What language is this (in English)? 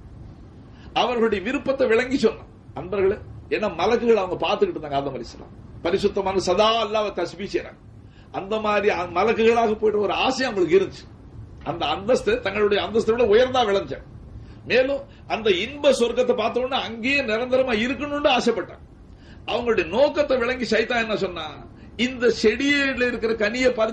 Tamil